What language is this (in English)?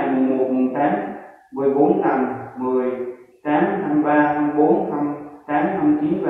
Vietnamese